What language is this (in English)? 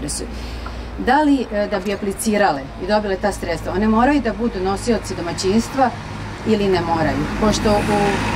Serbian